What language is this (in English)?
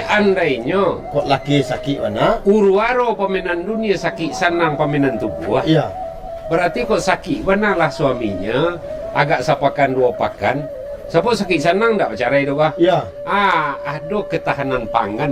Minangkabau